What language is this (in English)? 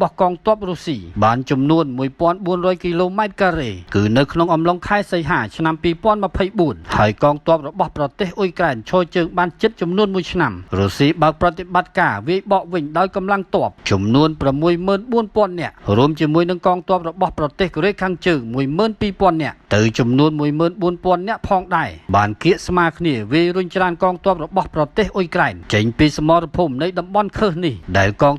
Khmer